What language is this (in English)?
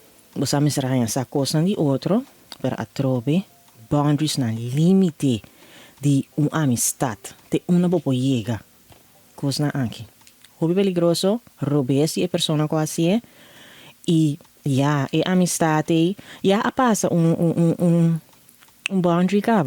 Papiamento